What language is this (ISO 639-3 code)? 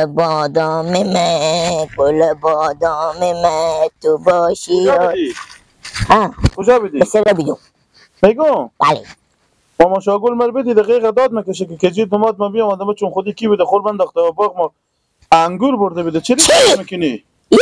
fas